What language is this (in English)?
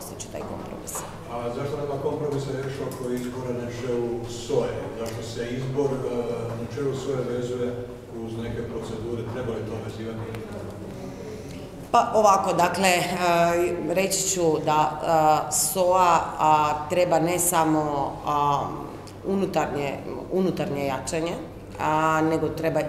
Croatian